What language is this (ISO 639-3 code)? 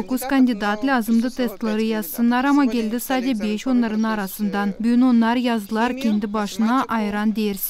gag